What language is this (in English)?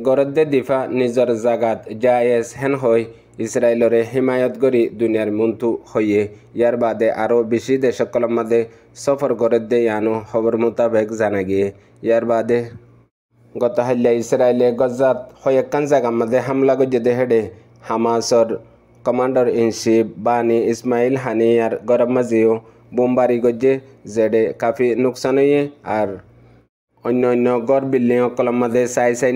Assamese